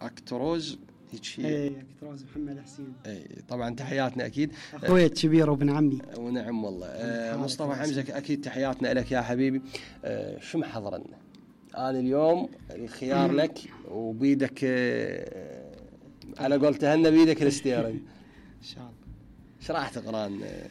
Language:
Mesopotamian Arabic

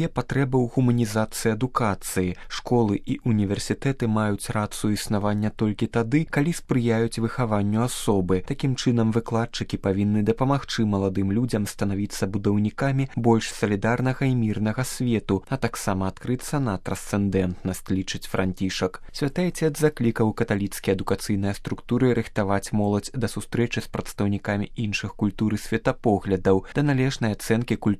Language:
Belarusian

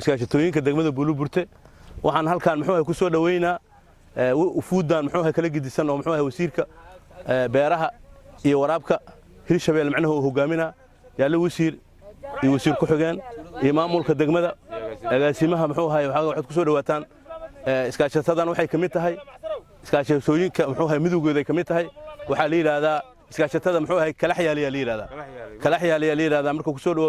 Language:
Somali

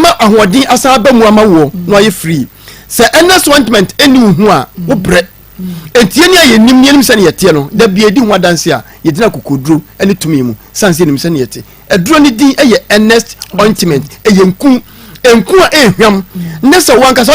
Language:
Akan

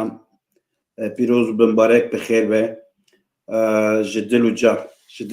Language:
Kurdish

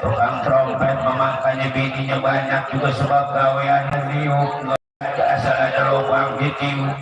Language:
Betawi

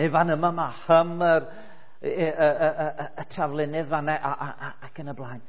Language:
Welsh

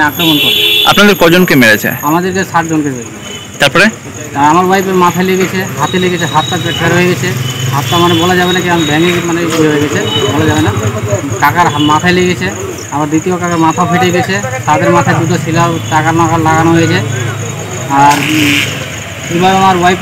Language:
Bangla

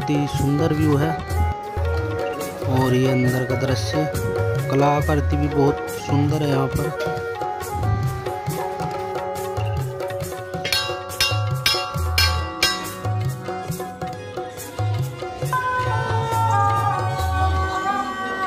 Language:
Hindi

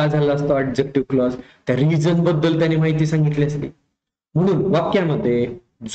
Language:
Marathi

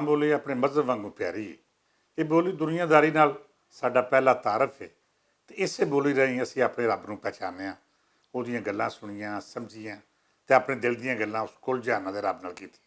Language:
Western Panjabi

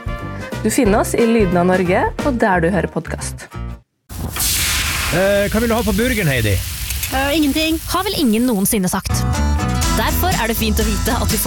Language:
Norwegian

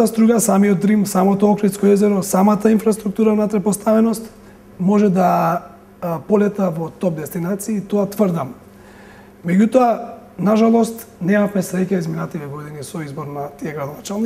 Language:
Macedonian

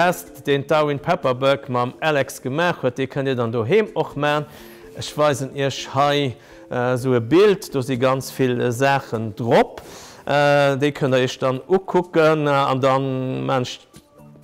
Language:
Luxembourgish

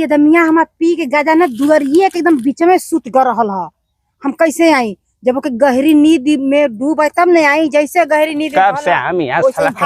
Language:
Bhojpuri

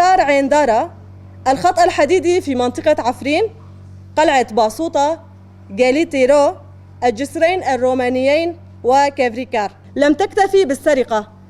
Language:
Kurdish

